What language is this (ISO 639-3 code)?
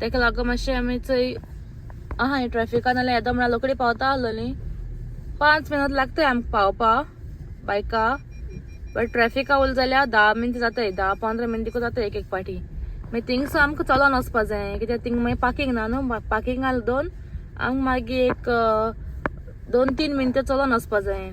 kok